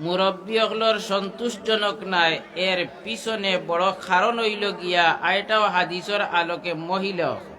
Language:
Sylheti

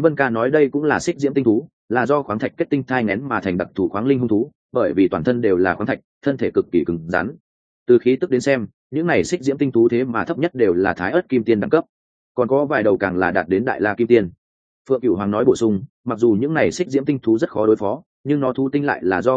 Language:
Vietnamese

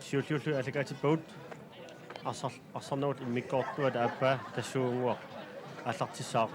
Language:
Kalaallisut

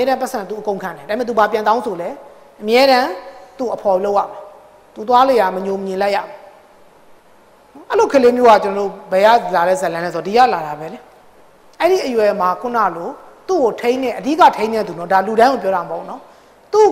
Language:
Burmese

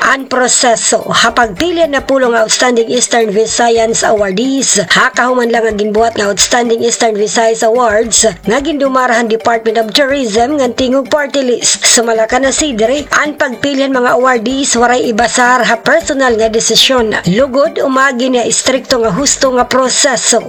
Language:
Waray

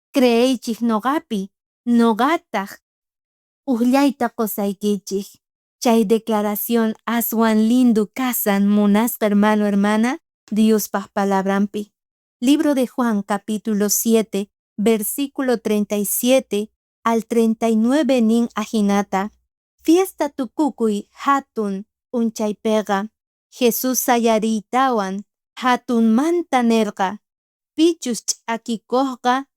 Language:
South Bolivian Quechua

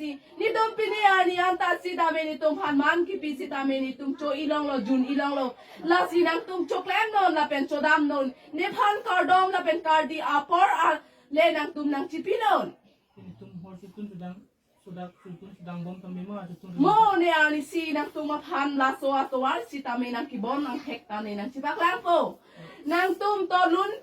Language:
Karbi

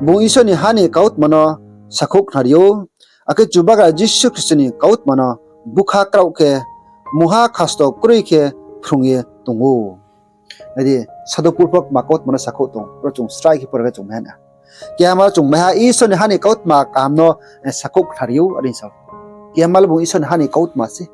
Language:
Riang (India)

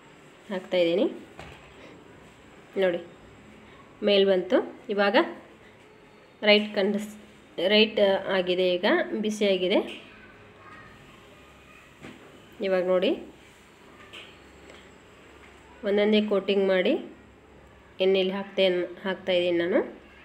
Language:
Kannada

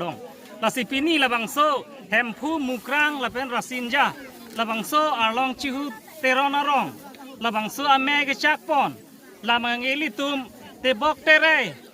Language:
Karbi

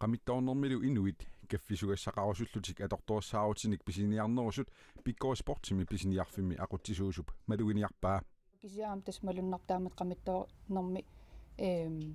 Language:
Kalaallisut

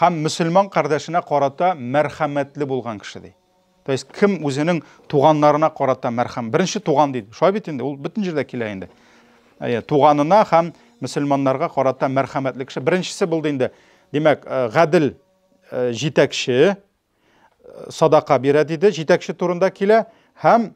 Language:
Tatar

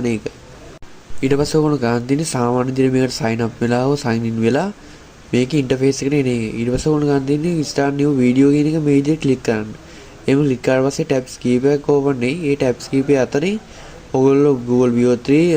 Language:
Sinhala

